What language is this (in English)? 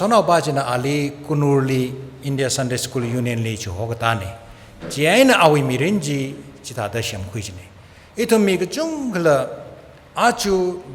Tangkhul Naga (India)